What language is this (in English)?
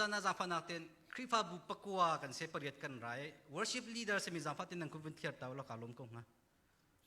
Hakha Chin